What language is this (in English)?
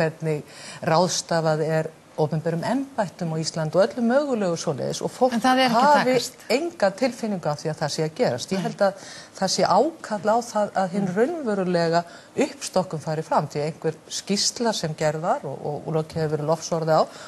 Icelandic